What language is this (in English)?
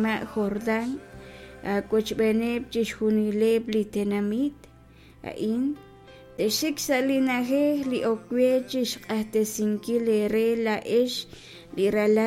Kekchí